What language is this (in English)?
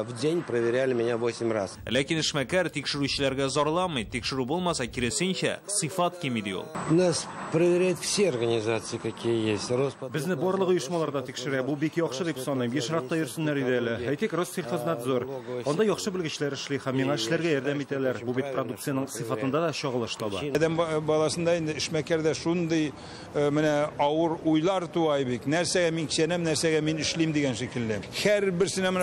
Tatar